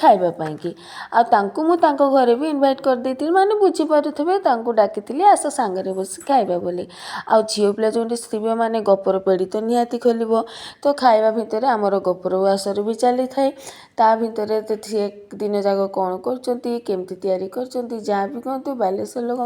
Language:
Odia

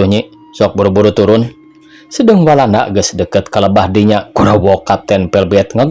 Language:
Sundanese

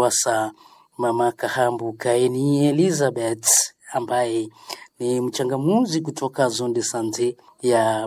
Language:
Swahili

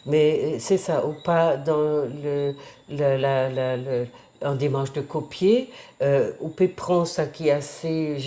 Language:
Guadeloupean Creole French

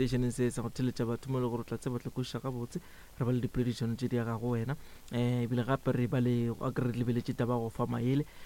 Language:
Northern Sotho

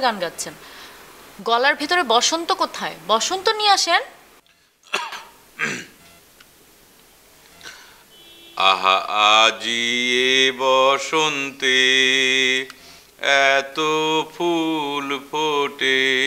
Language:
Bangla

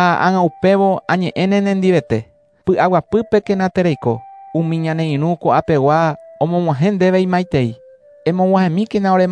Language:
Guarani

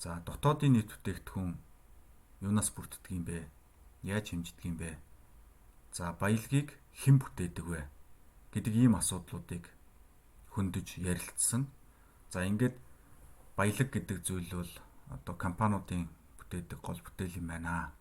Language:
Mongolian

